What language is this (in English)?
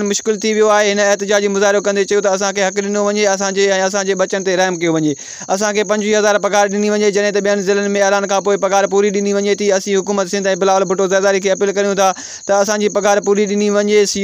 Sindhi